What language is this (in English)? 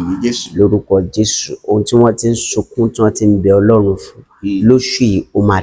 Yoruba